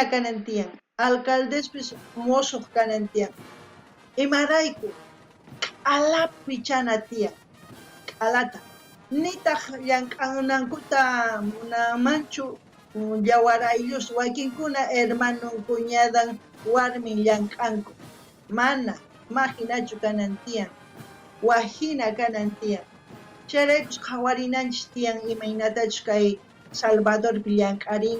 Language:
South Bolivian Quechua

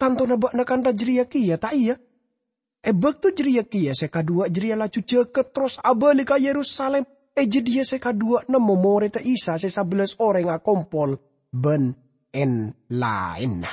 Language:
Madurese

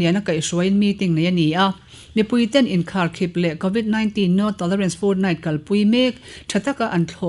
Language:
Mizo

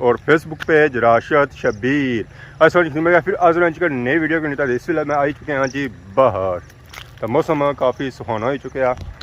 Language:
Pahari-Potwari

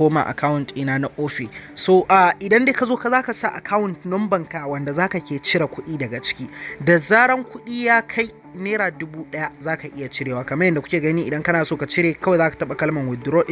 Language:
Hausa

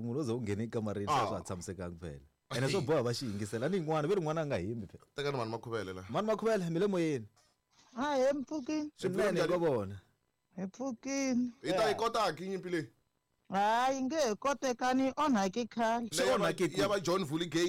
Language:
Tsonga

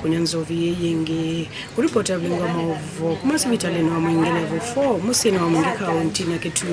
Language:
Kamba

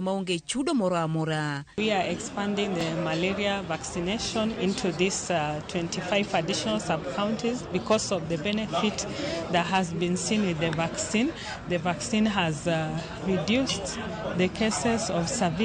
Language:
Luo (Kenya and Tanzania)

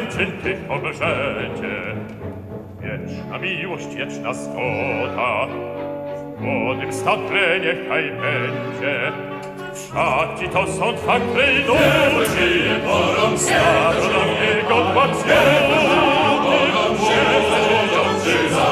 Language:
Polish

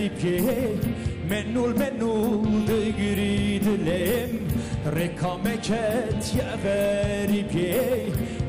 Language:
Kurdish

